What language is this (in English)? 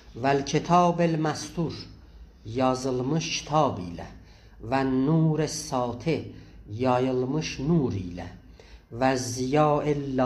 South Azerbaijani